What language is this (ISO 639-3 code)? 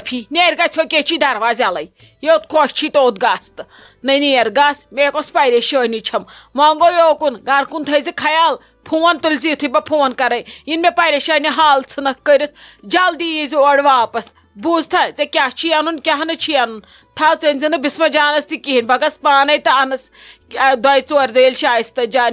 kas